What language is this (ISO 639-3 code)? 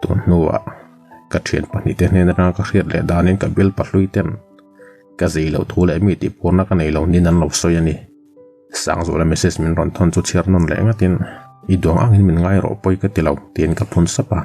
lus